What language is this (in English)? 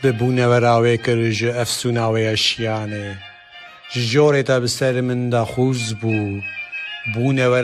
Kurdish